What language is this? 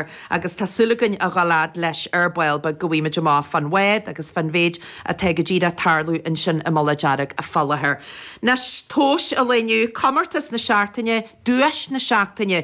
Irish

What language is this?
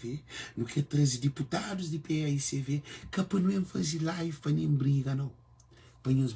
Kabuverdianu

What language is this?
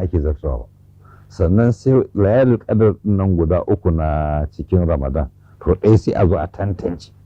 Hausa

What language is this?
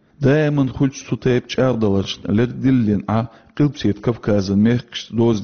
Chechen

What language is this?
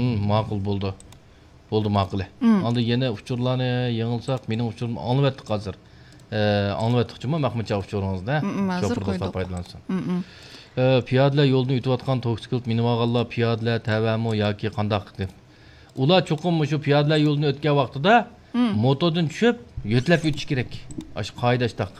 Uyghur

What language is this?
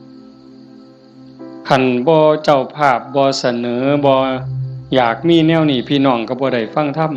Northeastern Thai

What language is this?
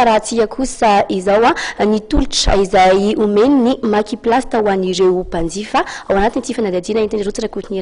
Malagasy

